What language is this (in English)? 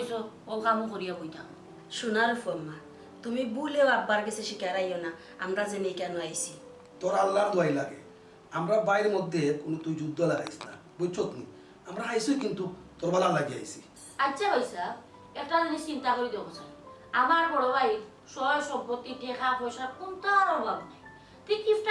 Sylheti